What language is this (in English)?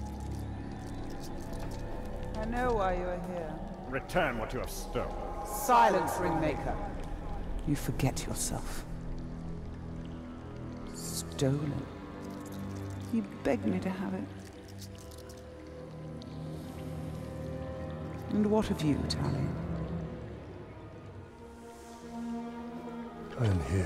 English